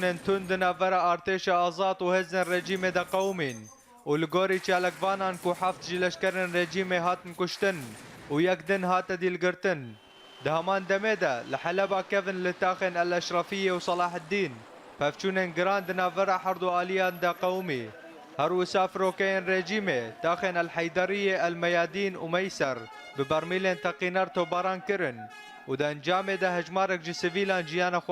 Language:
Kurdish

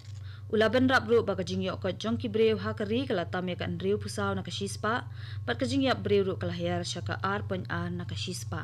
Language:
Khasi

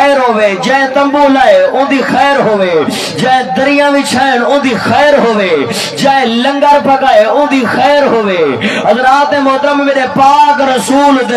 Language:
Saraiki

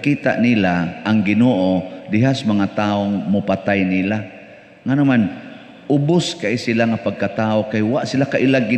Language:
Cebuano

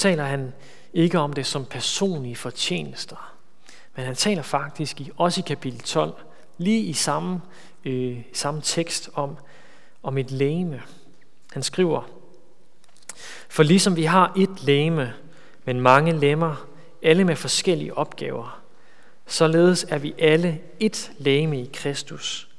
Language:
Danish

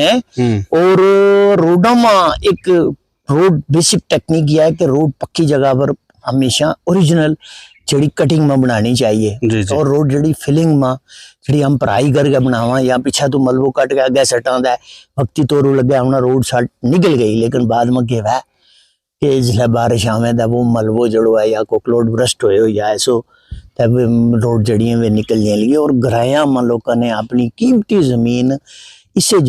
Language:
Gujari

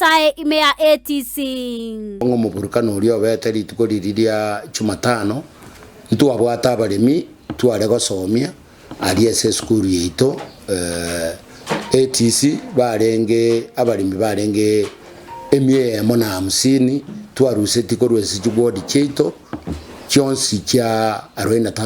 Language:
Gusii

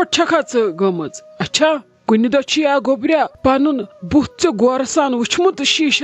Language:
Kashmiri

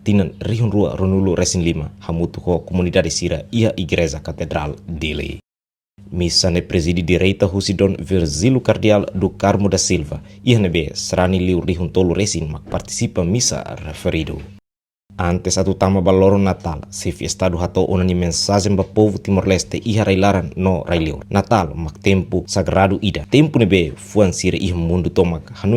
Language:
Tetum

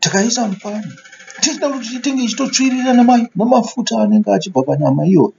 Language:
Shona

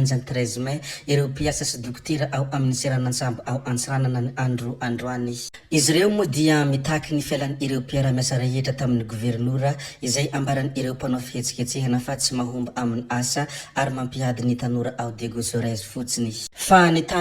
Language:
Malagasy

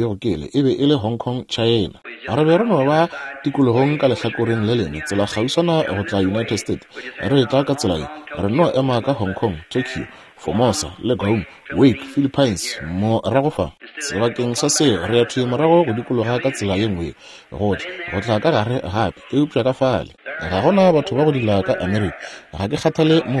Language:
Northern Sotho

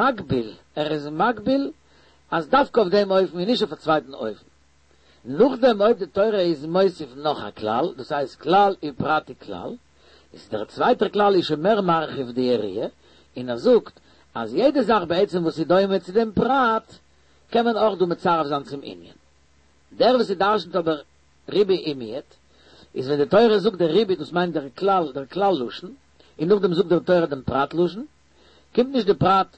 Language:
Yiddish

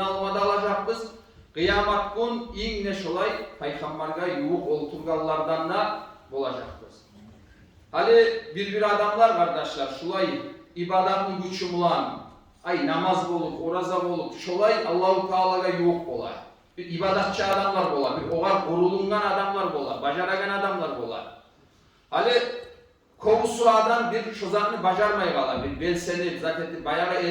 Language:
Kumyk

